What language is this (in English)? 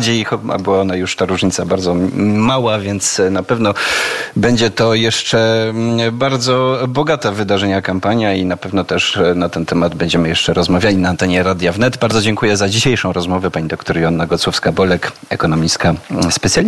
Polish